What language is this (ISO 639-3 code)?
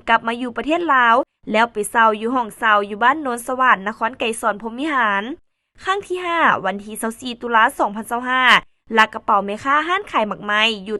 lao